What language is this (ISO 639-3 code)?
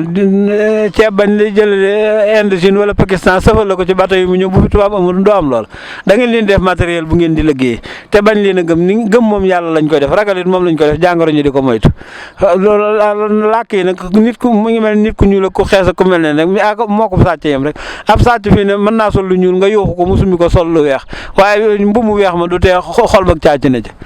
wol